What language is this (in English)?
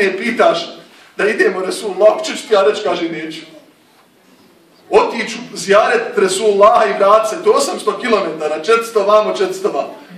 Bosnian